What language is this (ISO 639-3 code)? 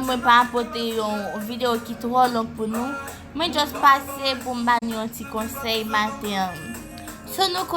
hat